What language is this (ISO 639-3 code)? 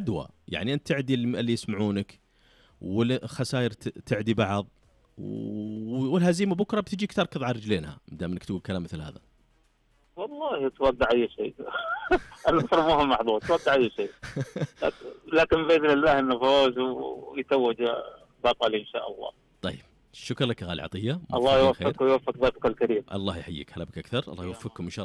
ars